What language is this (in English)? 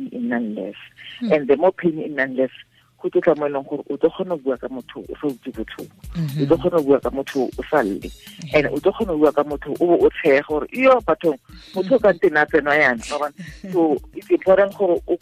Tswana